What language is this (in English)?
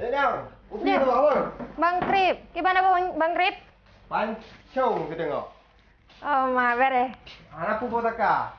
Achinese